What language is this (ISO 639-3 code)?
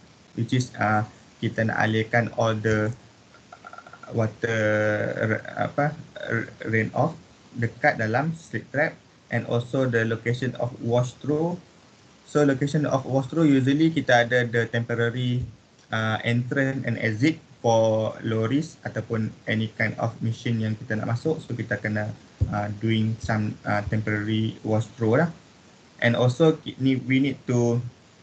msa